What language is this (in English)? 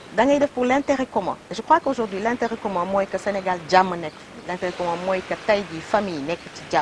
Wolof